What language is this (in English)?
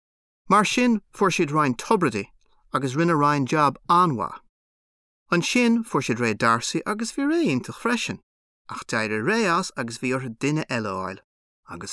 Irish